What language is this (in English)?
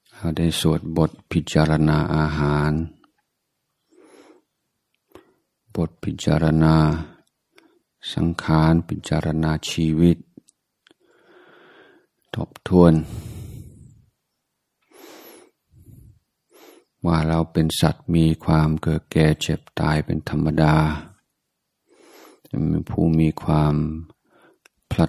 Thai